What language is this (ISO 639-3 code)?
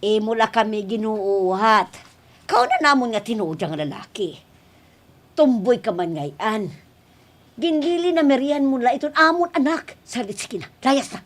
war